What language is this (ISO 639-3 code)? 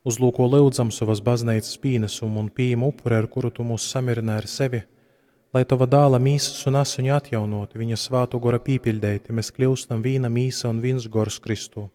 ltg